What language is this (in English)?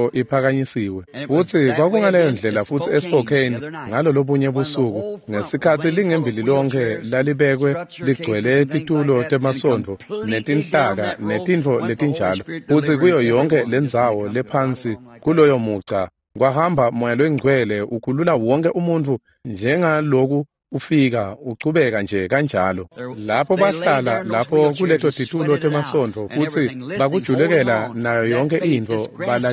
Swati